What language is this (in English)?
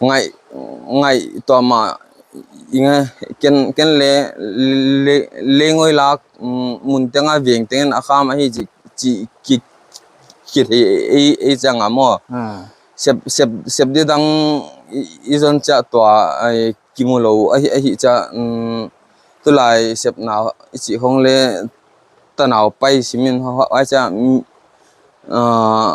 Paite Chin